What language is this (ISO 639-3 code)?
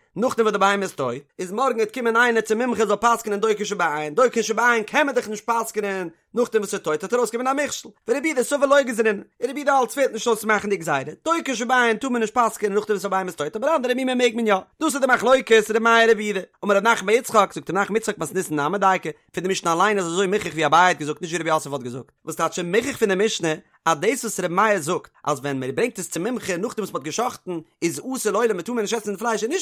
yid